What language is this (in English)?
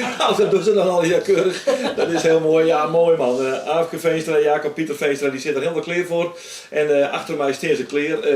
Western Frisian